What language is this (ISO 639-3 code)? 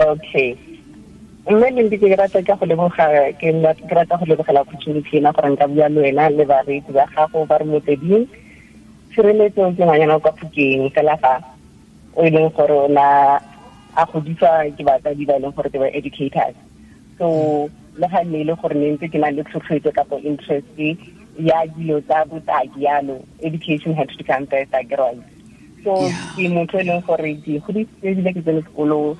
tsn